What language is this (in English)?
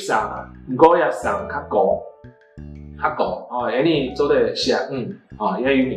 Hakka Chinese